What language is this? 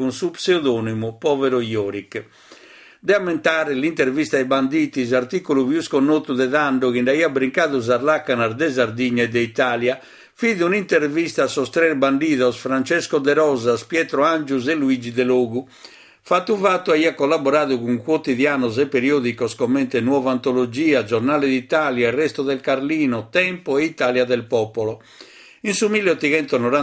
Sardinian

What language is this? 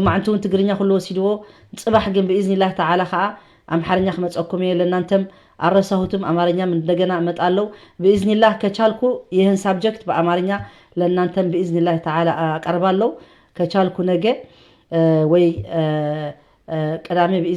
Tigrinya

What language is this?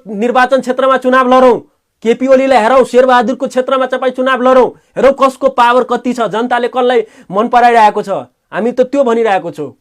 Nepali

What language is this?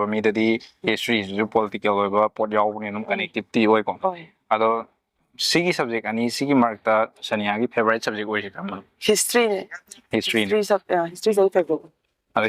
Manipuri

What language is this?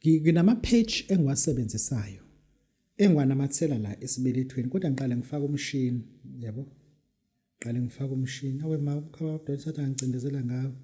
Zulu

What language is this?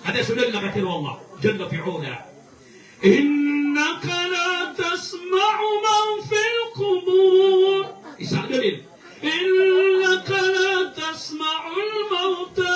Maranao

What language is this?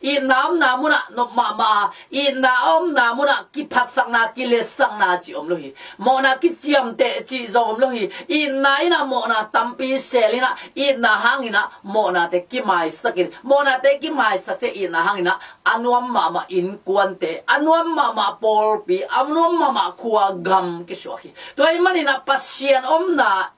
Tedim Chin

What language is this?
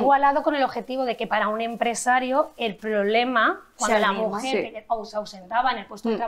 Spanish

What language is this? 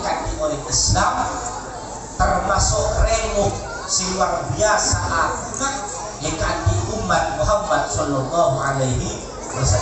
Madurese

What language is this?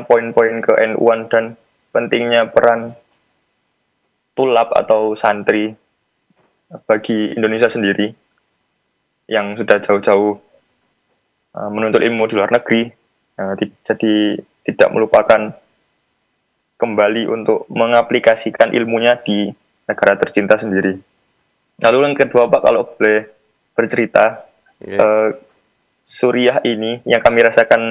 Indonesian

